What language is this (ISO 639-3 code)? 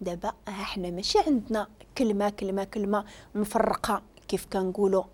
ary